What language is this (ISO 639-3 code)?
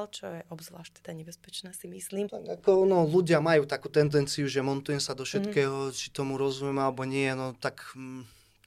slk